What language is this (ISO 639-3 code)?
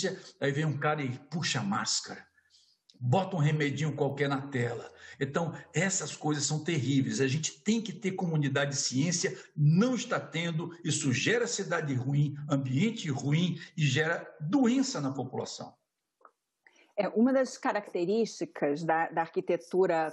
por